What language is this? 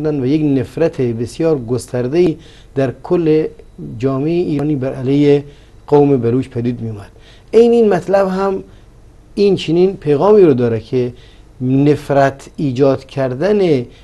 Persian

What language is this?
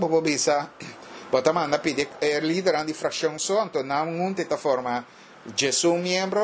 Papiamento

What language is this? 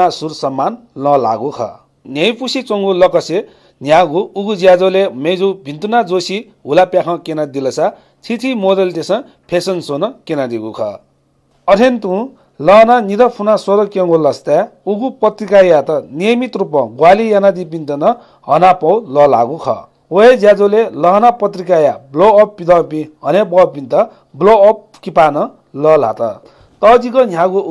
Newari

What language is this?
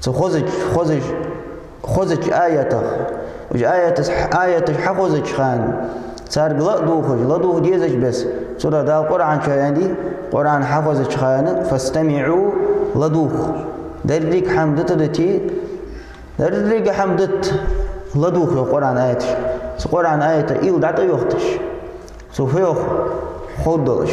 Ingush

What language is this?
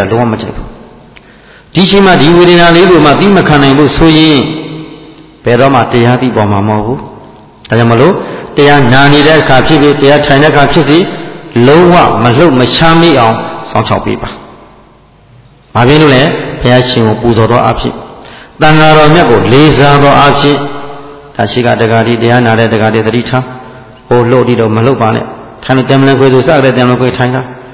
Burmese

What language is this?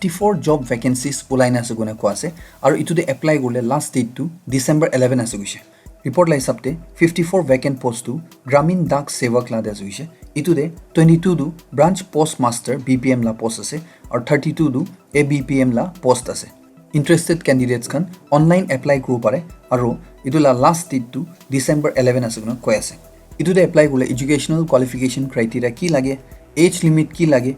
Naga Pidgin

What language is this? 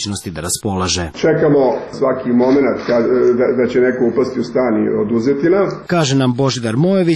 Serbian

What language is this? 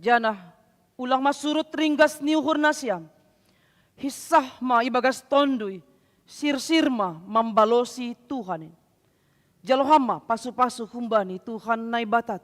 Batak Simalungun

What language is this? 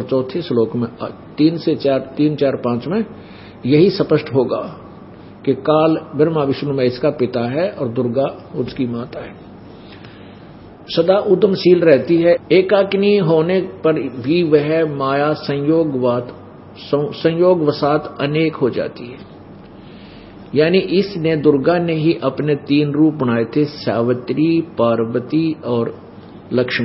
Hindi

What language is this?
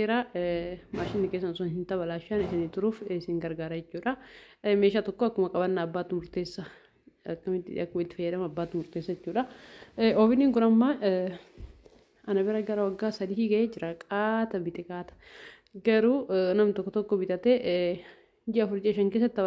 Oromo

